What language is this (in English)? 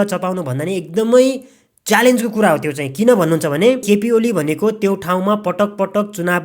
Nepali